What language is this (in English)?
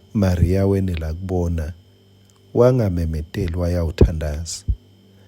Swati